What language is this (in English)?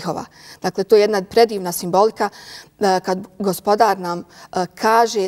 Bosnian